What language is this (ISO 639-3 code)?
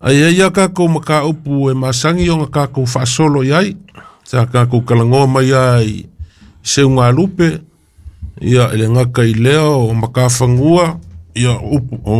smo